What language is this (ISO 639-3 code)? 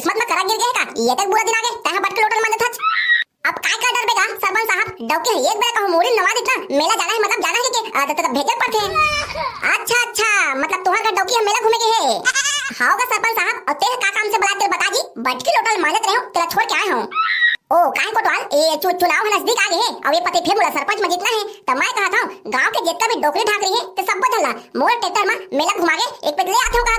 hne